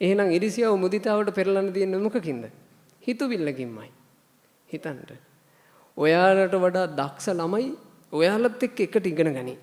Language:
Sinhala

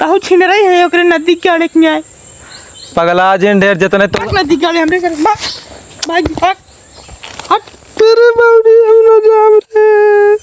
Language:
Awadhi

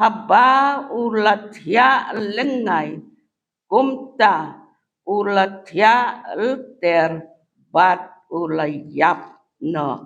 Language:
Khasi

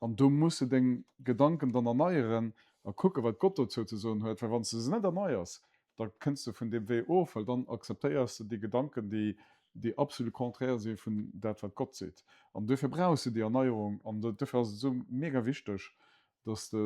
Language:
Luxembourgish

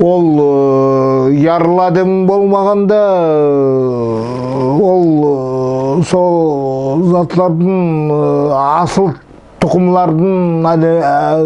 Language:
Nogai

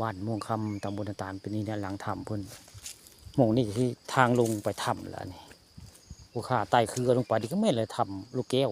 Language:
Northeastern Thai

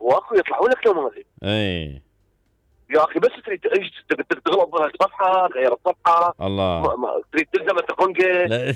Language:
Mesopotamian Arabic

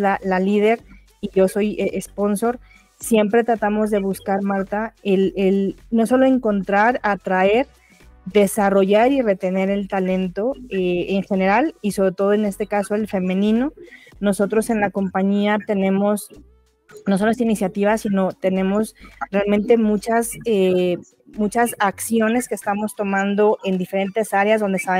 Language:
Spanish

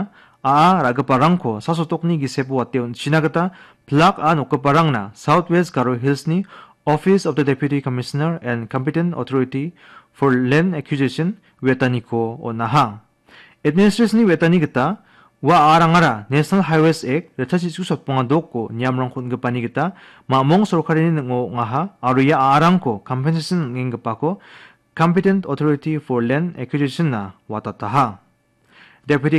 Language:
Garo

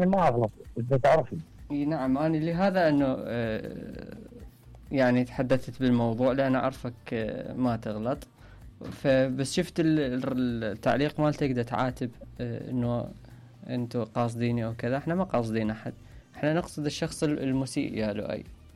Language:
Mesopotamian Arabic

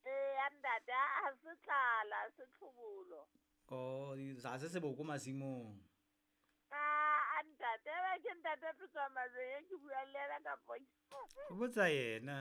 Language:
Southern Sotho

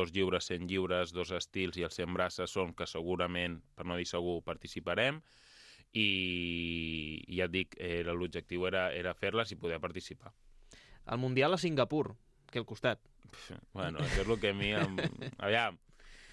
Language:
Catalan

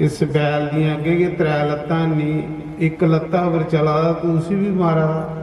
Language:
Dogri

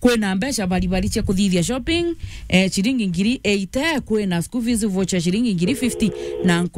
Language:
Meru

